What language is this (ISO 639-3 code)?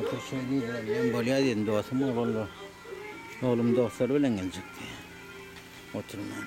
tuk